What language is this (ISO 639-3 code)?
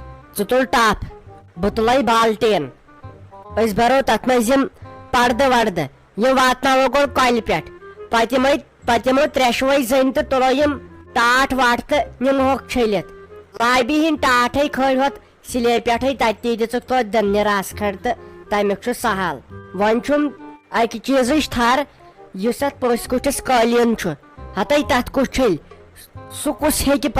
kas